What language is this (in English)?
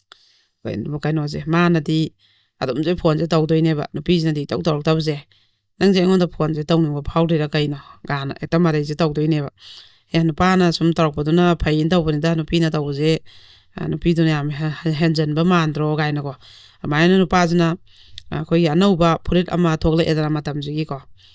Manipuri